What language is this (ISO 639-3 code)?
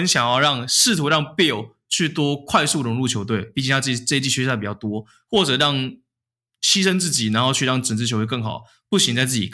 zho